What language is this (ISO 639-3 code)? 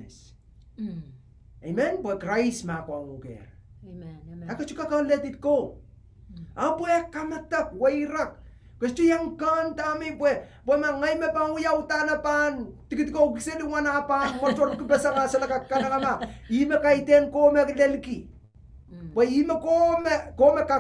pon